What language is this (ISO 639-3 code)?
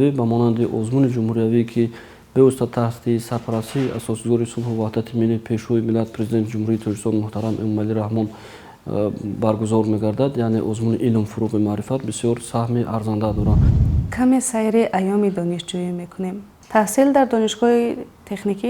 tgk